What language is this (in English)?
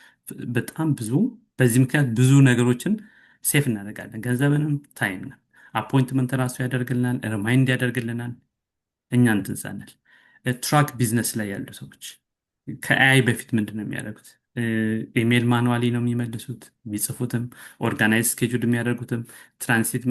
Amharic